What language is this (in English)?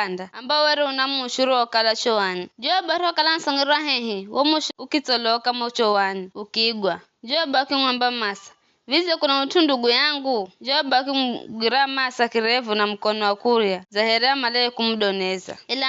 Giryama